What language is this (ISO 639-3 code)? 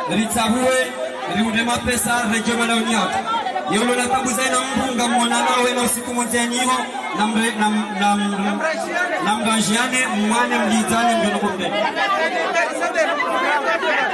swa